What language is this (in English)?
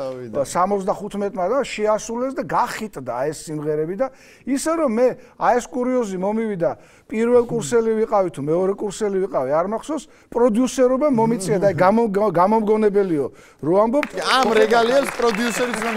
Georgian